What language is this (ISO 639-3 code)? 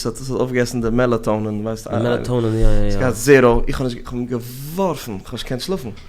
yid